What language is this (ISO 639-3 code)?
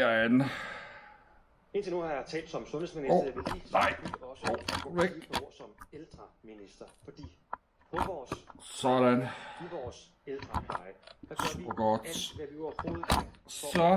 dan